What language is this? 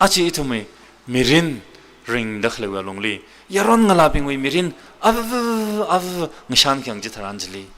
Tangkhul Naga (India)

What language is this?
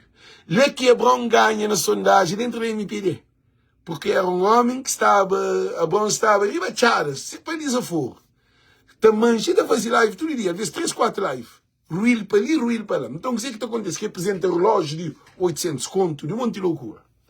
Kabuverdianu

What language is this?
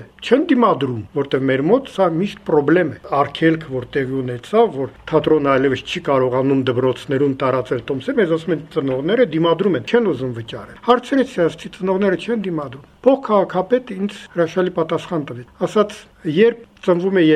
Armenian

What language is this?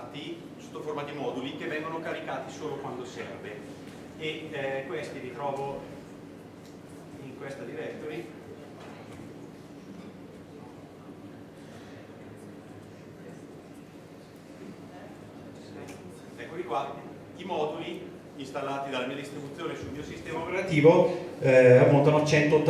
Italian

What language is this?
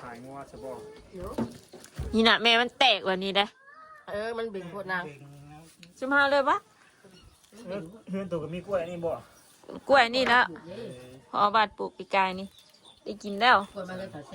Northeastern Thai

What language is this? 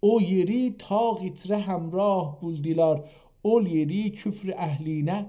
South Azerbaijani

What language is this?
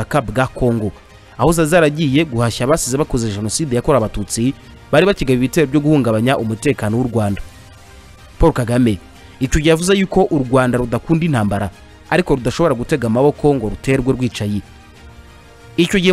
Kinyarwanda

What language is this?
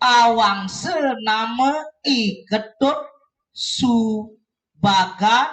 Balinese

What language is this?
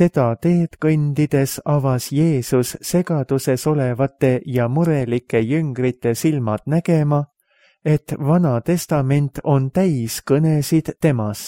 Estonian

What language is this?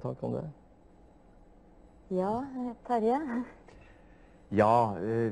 Norwegian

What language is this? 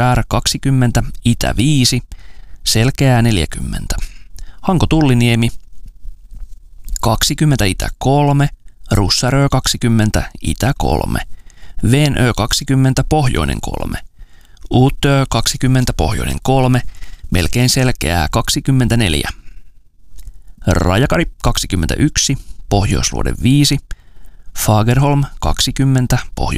Finnish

